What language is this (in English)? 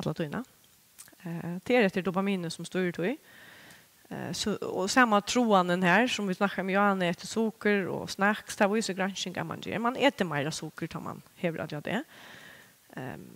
Faroese